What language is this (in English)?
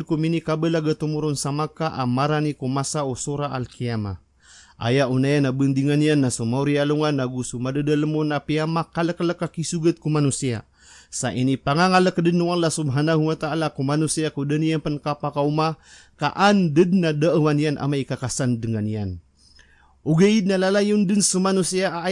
Maranao